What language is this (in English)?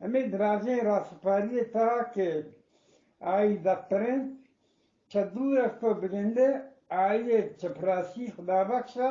Eastern Balochi